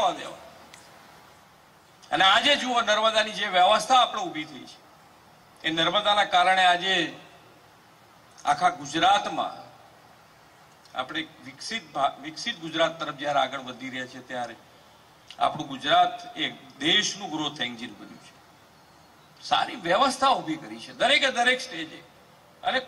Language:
Gujarati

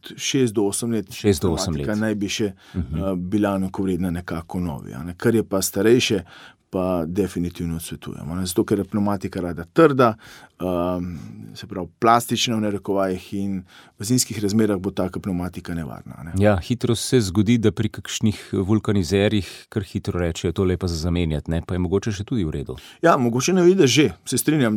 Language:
Slovenian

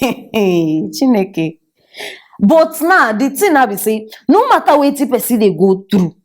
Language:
Nigerian Pidgin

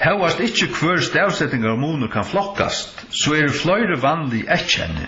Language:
Faroese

